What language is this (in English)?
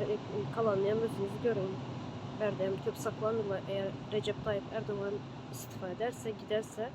Turkmen